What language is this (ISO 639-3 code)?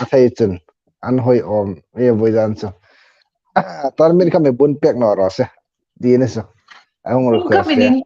hmr